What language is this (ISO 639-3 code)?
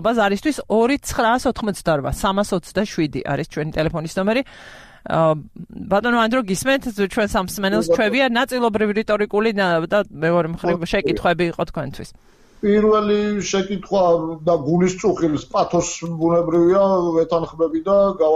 kat